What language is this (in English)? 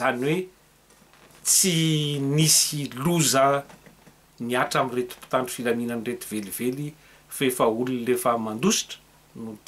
Malagasy